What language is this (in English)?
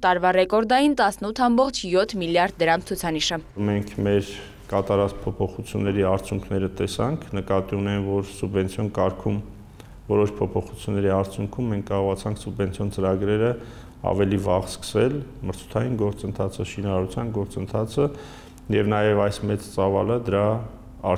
Armenian